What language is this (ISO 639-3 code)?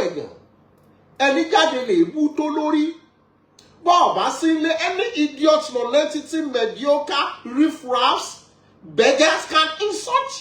yor